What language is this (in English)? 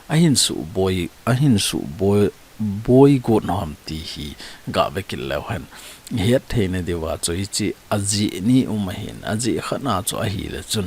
Thado Chin